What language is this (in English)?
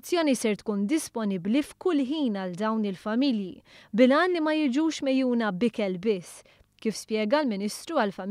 Maltese